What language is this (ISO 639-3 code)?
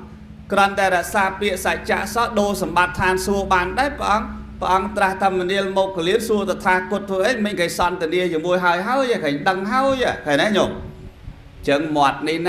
khm